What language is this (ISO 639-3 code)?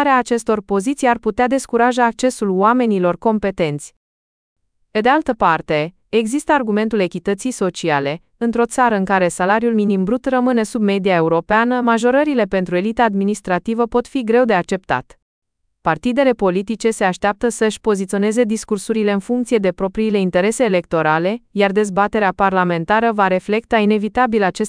ron